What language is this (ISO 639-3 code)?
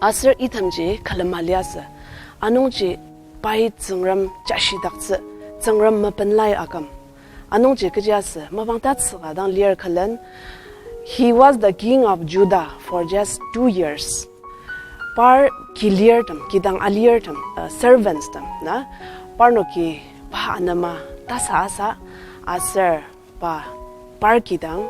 njo